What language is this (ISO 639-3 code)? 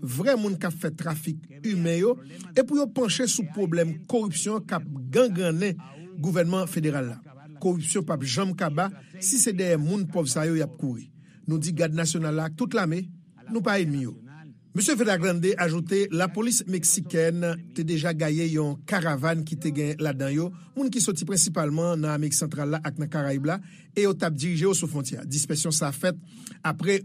hat